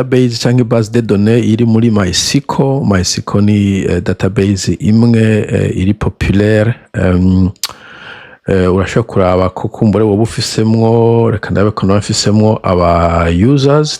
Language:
Rundi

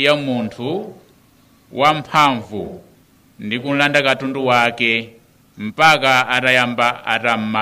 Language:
Nyanja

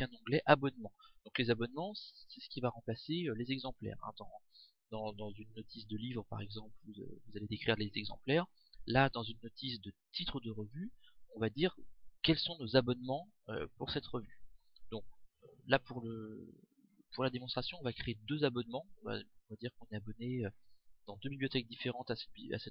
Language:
French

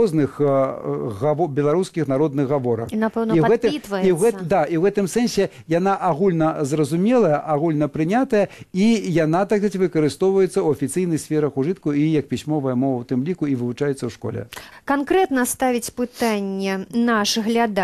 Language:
Belarusian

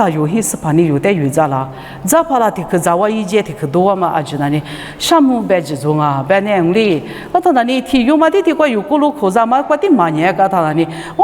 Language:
Lisu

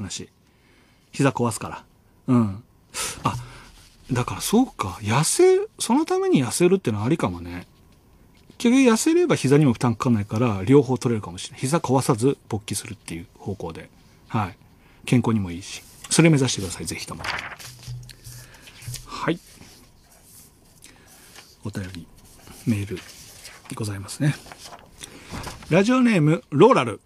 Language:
Japanese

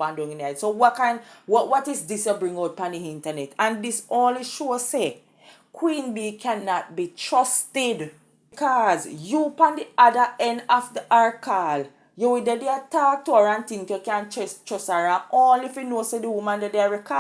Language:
Jamaican Creole English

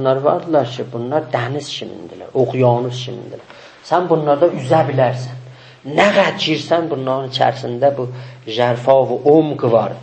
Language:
South Azerbaijani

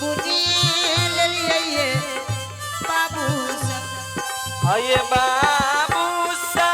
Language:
Angika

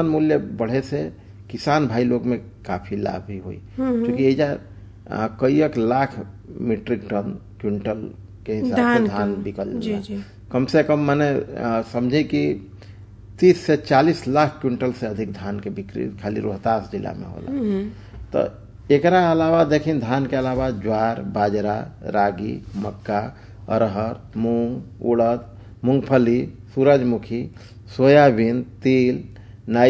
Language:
Bhojpuri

